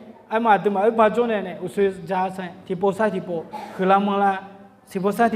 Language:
Akha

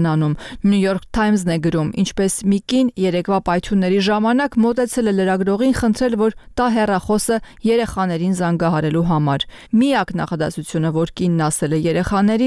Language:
Armenian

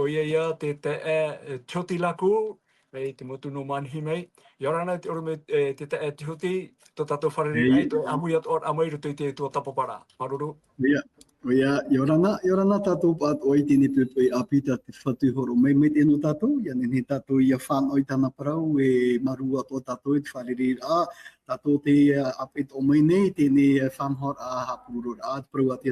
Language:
Tahitian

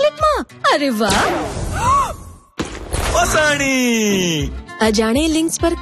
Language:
Gujarati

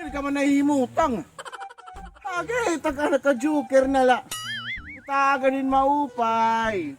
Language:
Waray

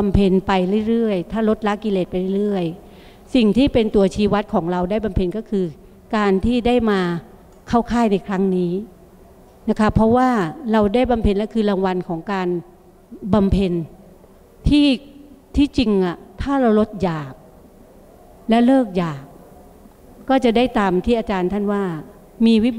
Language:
Thai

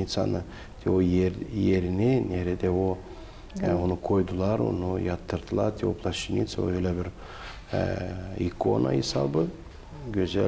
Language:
Gagauz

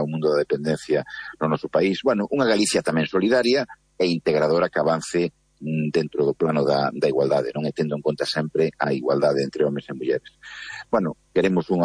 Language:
Galician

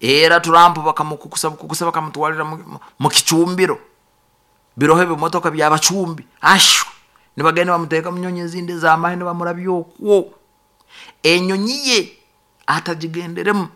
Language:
Nyoro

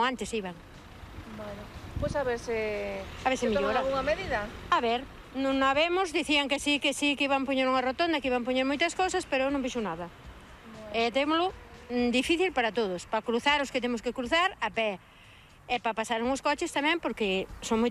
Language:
Galician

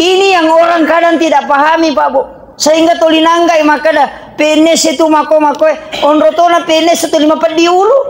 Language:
Buginese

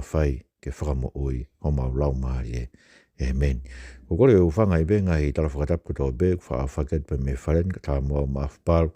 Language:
Tongan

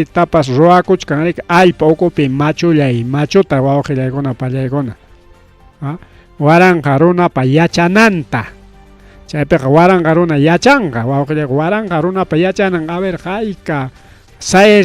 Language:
Ayacucho Quechua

